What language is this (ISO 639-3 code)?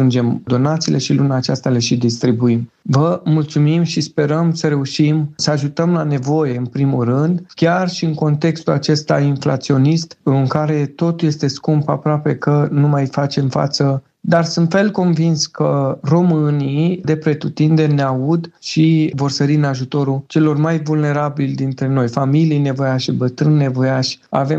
ron